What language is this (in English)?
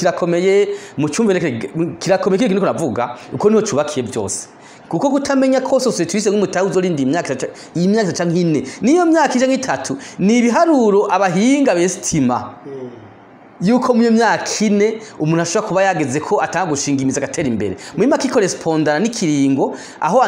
Rundi